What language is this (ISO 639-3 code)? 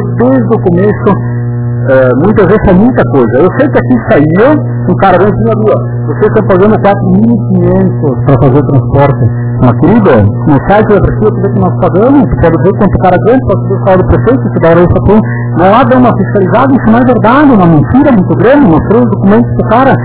por